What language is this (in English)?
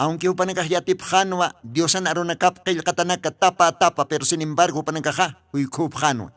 Aymara